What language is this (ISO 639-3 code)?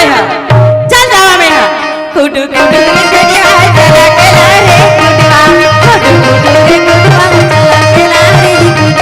hne